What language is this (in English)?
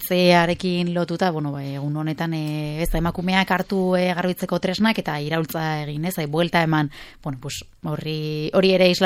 Basque